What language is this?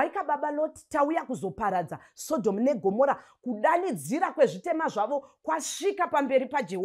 Shona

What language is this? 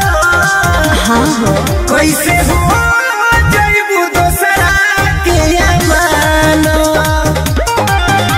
Bhojpuri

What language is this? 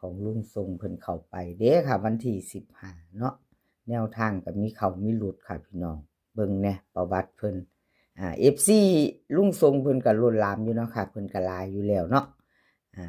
Northeastern Thai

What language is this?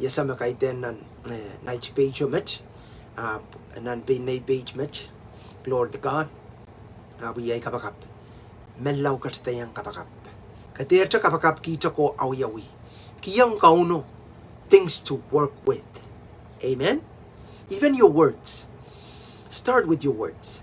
Pohnpeian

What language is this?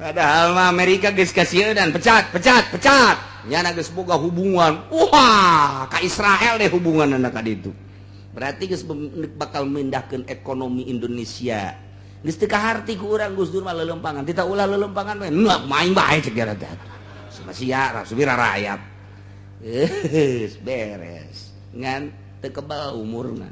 Sundanese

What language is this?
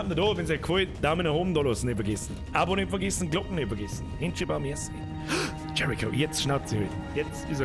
Bavarian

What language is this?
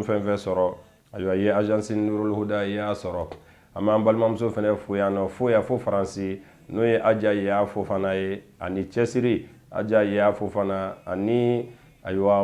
Bambara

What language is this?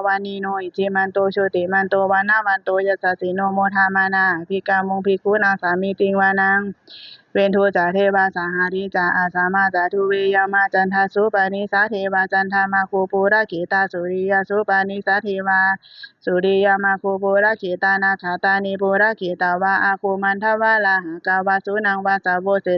Pali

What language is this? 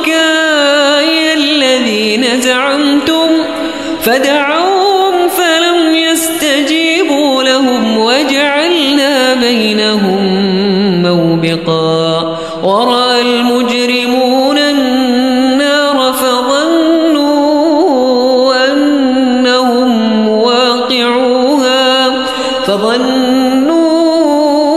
Arabic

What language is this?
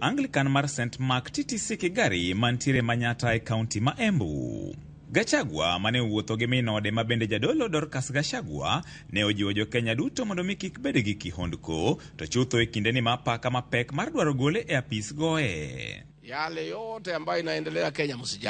Luo (Kenya and Tanzania)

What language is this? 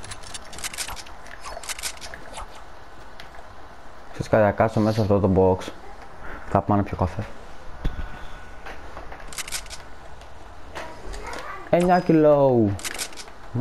Greek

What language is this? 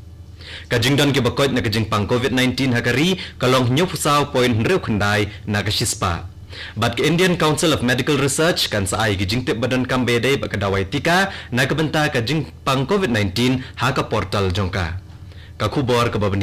Khasi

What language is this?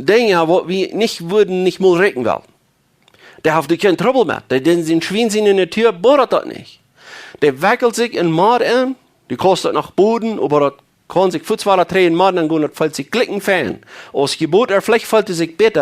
Plautdietsch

